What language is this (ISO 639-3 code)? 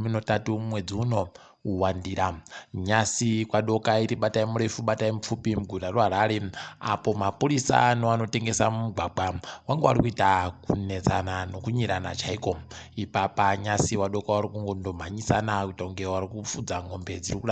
ndc